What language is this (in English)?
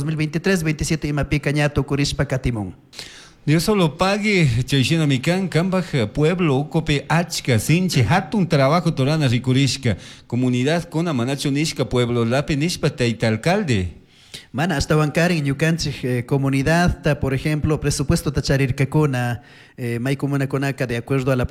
Chimborazo Highland Quichua